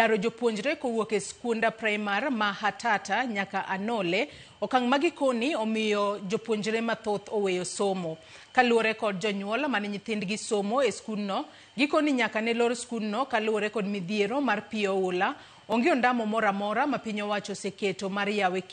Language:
Luo (Kenya and Tanzania)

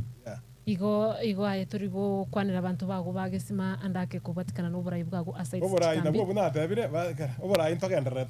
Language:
Gusii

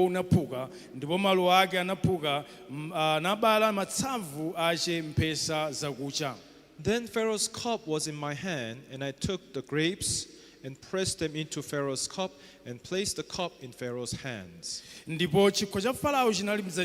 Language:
Nyanja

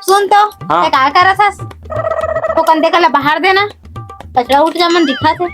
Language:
Chhattisgarhi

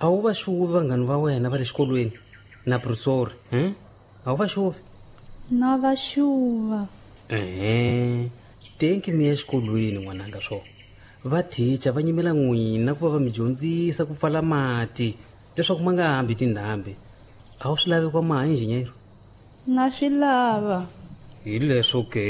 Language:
Tsonga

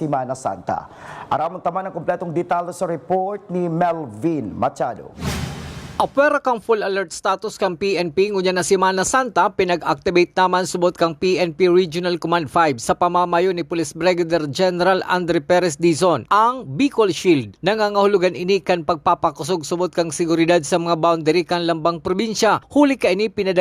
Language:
Bikol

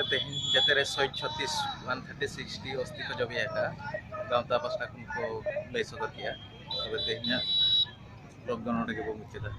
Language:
Santali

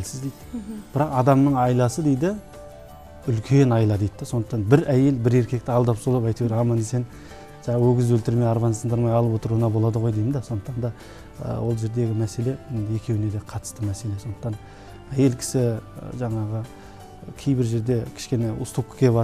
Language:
Kazakh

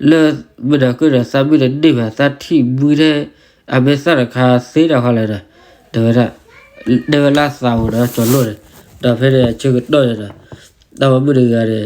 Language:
S'gaw Karen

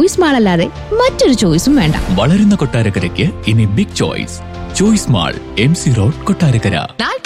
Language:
Malayalam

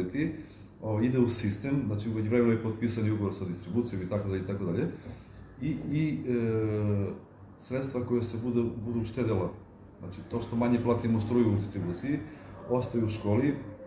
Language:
Macedonian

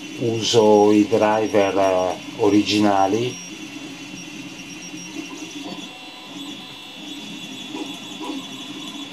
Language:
Italian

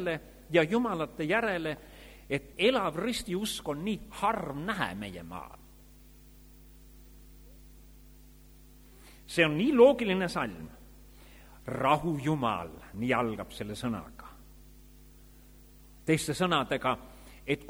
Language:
Estonian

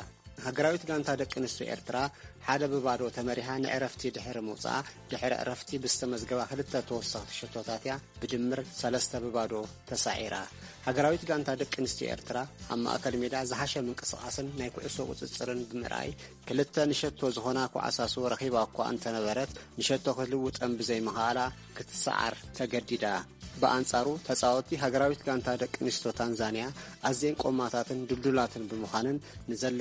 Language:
Tigrinya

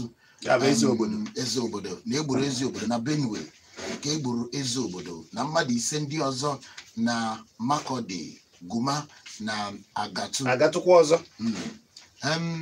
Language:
Igbo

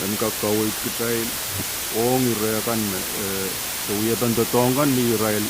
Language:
Pohnpeian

